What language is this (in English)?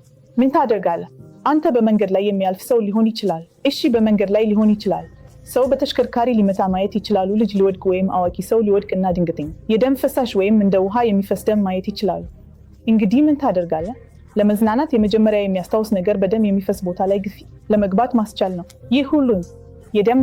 Amharic